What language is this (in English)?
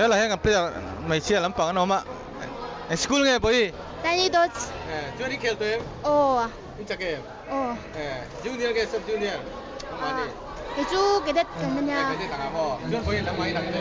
Mizo